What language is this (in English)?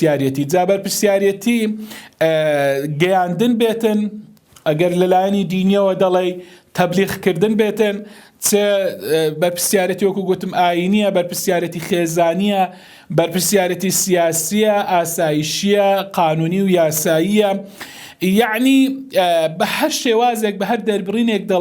Central Kurdish